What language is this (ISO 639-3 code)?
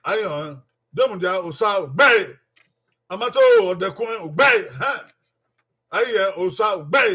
bin